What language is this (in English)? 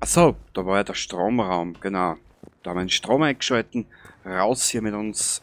Bavarian